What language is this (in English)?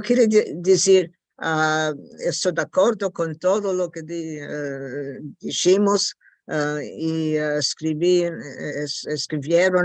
Ladino